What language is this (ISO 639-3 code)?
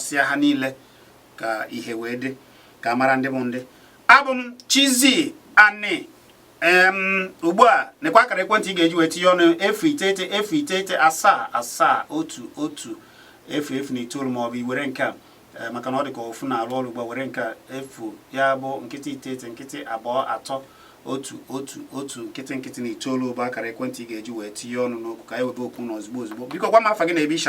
ibo